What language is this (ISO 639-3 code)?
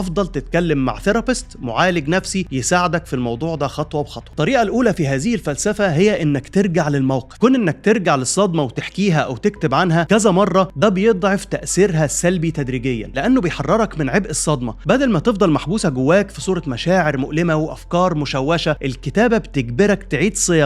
arz